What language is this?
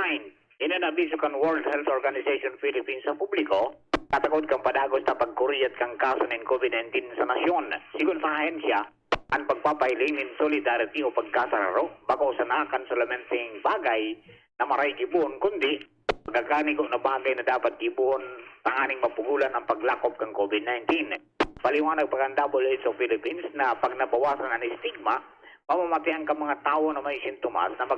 Bikol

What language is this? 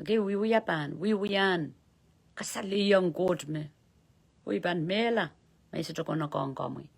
Pohnpeian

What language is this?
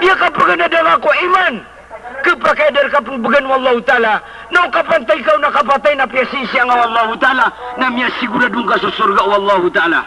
Maranao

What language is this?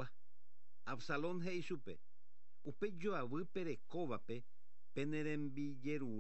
Guarani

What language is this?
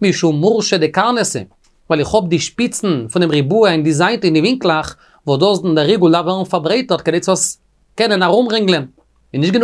Yiddish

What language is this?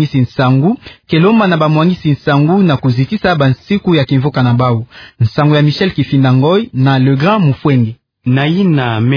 Kituba (Democratic Republic of Congo)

